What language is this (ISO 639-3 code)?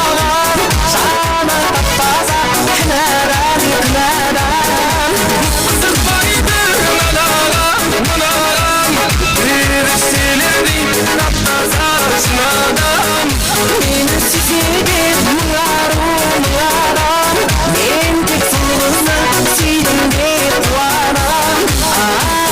kaa